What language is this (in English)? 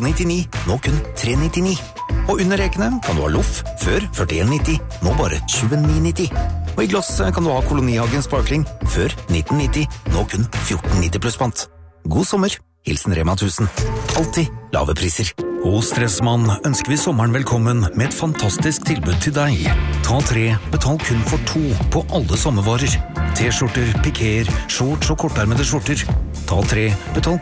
Norwegian